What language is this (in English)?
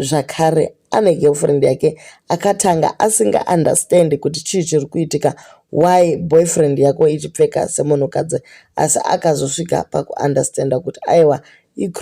Shona